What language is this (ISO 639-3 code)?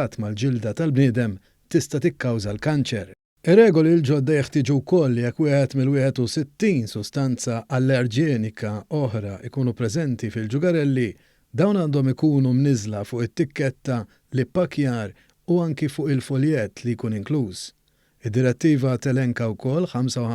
mlt